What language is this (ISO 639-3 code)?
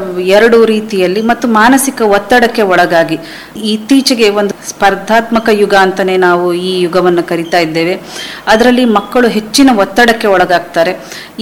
kan